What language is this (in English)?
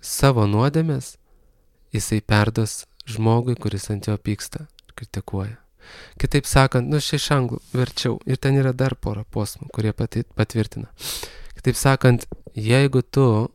Lithuanian